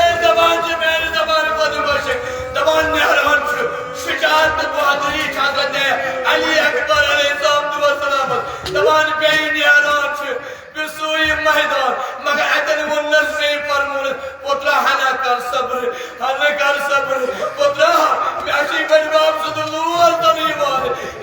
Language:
Kashmiri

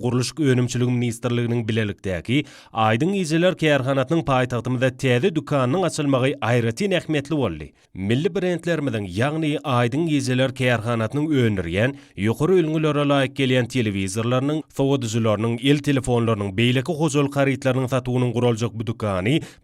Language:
Turkmen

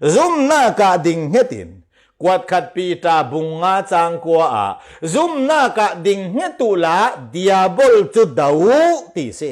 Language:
Falam Chin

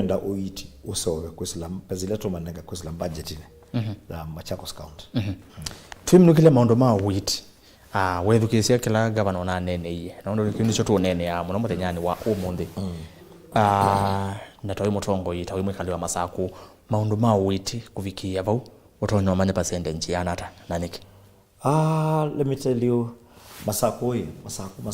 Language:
Kamba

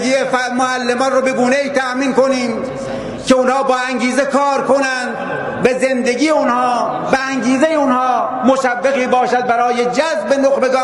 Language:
Persian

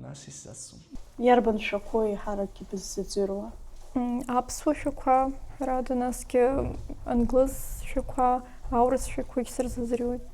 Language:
Abkhazian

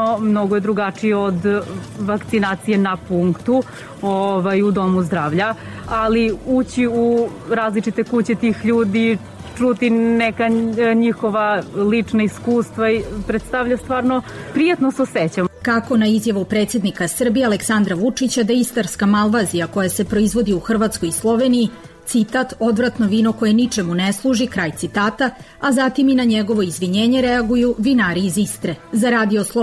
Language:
Serbian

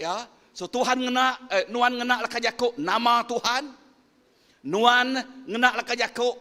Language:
Iban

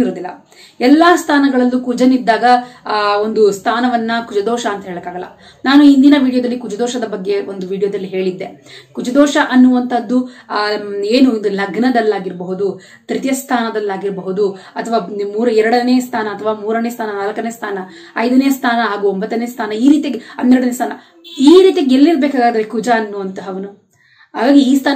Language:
Kannada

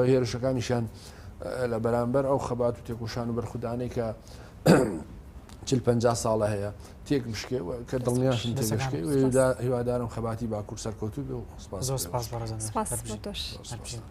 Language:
Central Kurdish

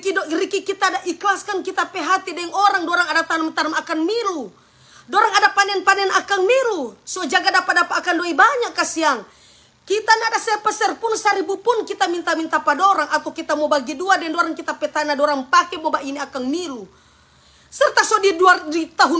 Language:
Manado Malay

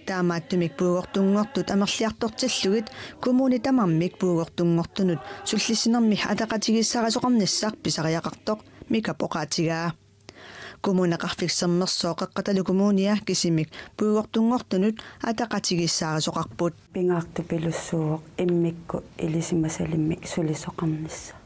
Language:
Kalaallisut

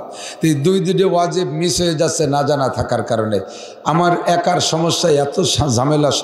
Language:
Bangla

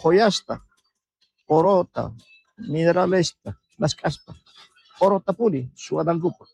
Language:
South Bolivian Quechua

